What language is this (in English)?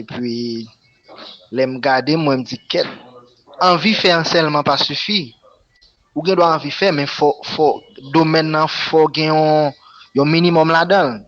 Haitian Creole